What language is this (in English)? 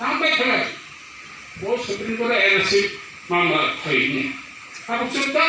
Kok Borok